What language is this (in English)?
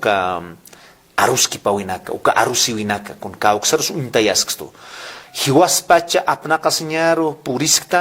Aymara